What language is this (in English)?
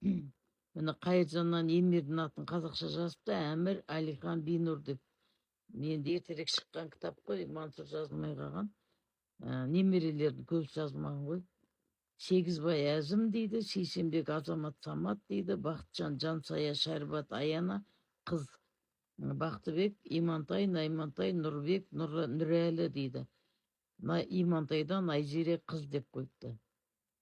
Kazakh